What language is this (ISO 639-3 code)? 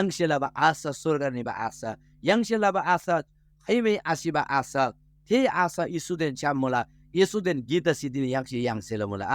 taj